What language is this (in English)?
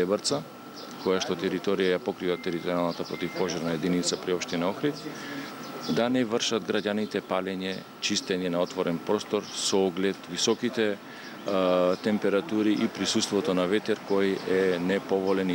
Macedonian